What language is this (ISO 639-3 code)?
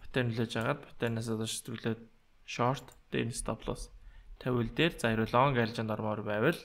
mon